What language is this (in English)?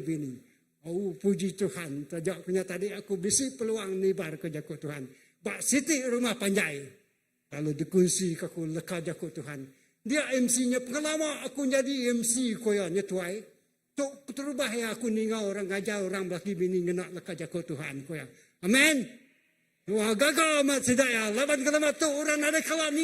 Iban